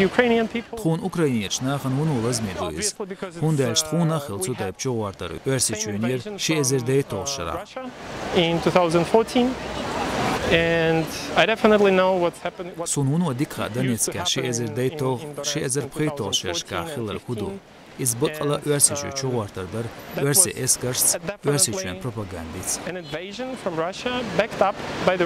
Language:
Chechen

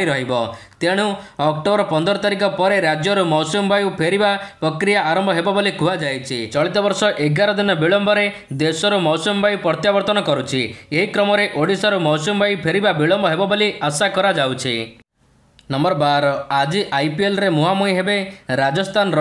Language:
Odia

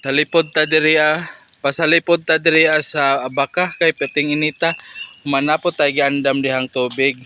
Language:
Cebuano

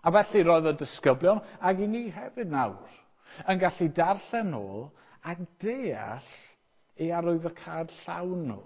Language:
Welsh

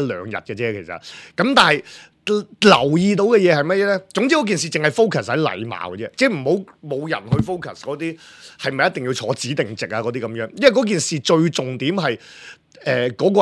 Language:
Cantonese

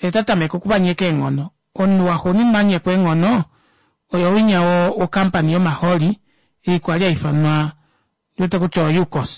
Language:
Kuanyama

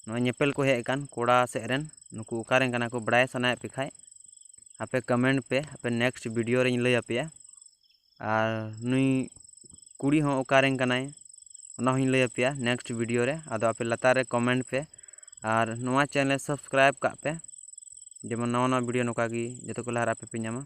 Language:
Santali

